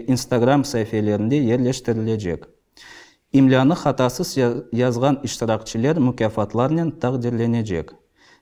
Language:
Crimean Tatar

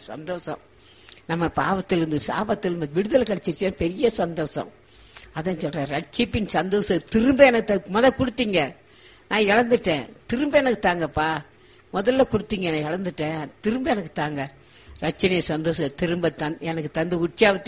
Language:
Tamil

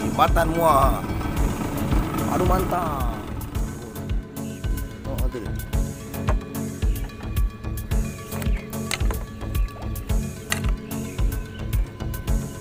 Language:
Malay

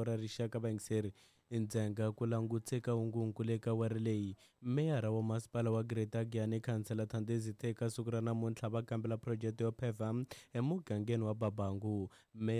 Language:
Tsonga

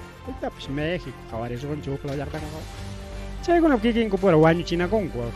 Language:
Ayacucho Quechua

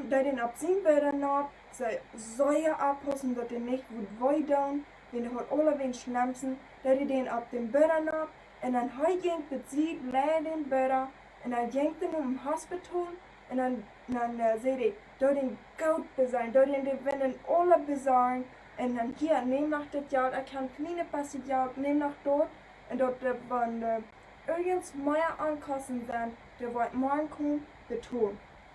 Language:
Plautdietsch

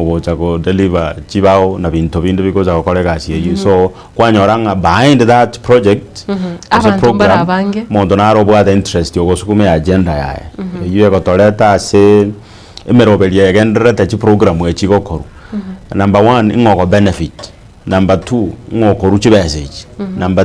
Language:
Gusii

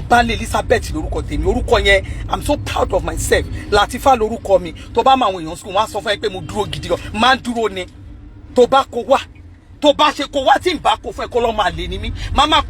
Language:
Yoruba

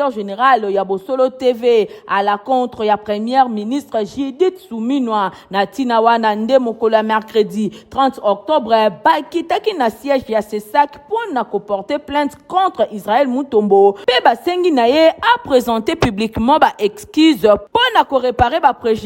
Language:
Lingala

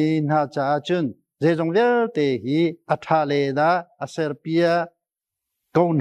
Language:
Hakha Chin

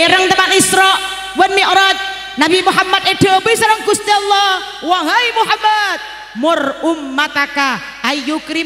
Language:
Madurese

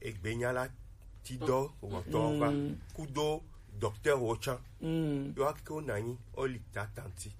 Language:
Gen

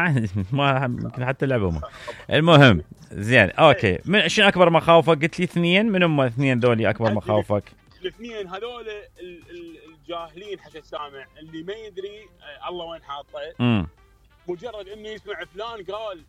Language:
Mesopotamian Arabic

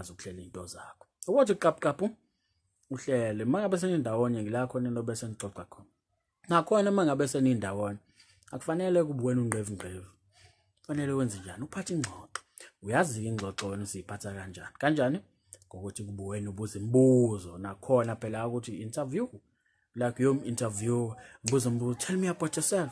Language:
Zulu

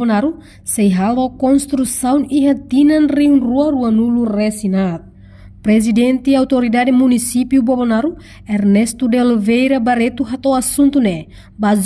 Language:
Tetum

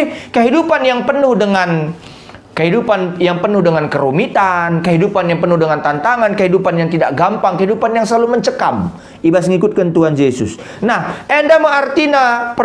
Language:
Batak Karo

